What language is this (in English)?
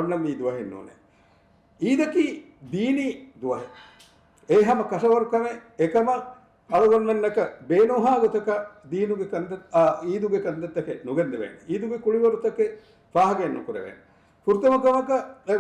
Divehi